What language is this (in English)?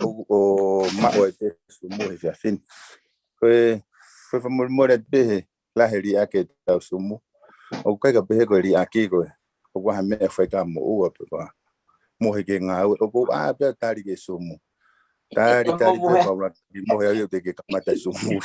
Tongan